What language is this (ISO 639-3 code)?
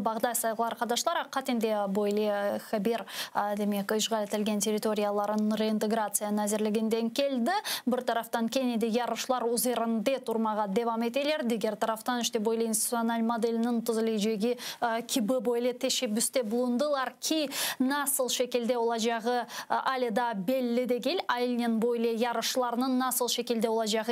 crh